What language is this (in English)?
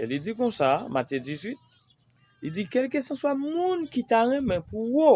Haitian Creole